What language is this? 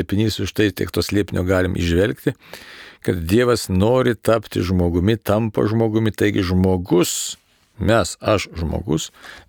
Lithuanian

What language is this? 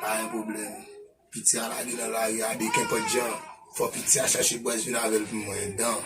Haitian Creole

